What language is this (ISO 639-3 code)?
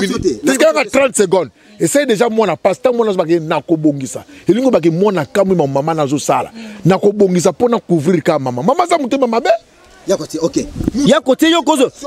lin